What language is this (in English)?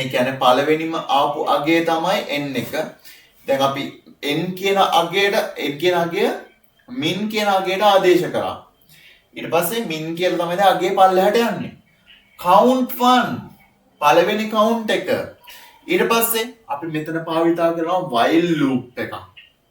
Sinhala